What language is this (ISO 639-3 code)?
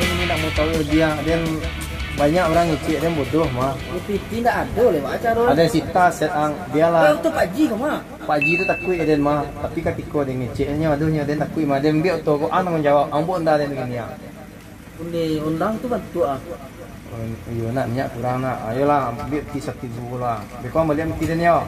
min